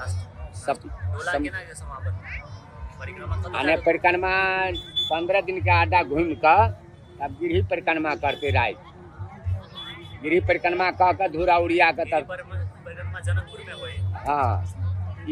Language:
Maithili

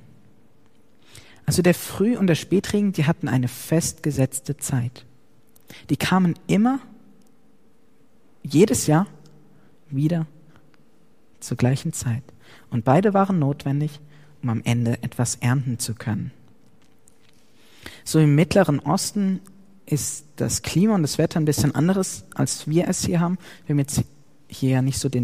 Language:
German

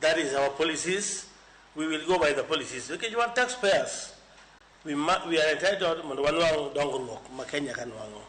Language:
Luo (Kenya and Tanzania)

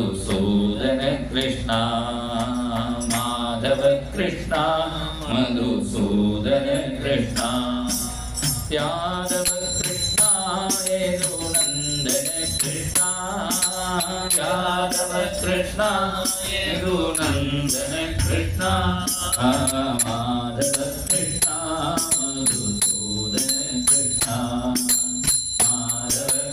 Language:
Malayalam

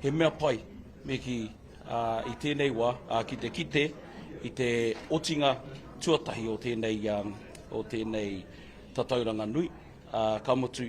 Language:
Māori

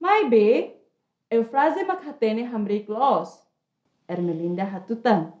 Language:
Tetum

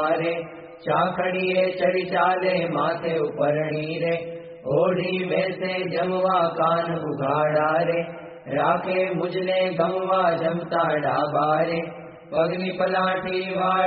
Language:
Gujarati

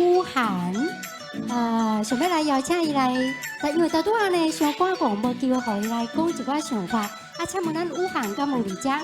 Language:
Min Nan Chinese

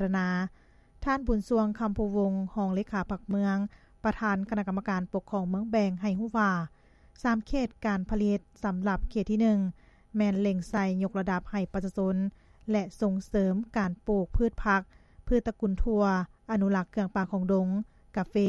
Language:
Lao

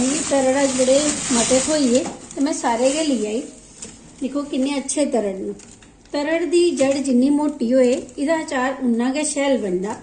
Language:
Dogri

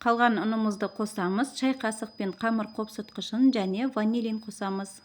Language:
Kazakh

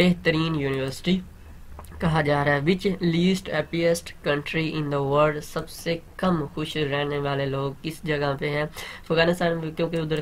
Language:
Urdu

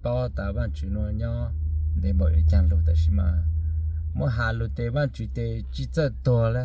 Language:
Hmong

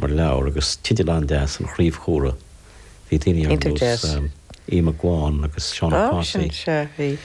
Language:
Irish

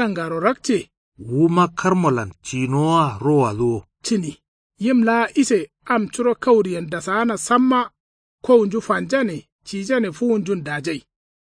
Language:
Kanuri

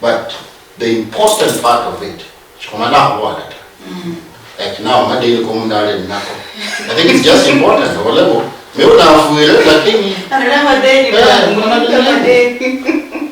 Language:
Luyia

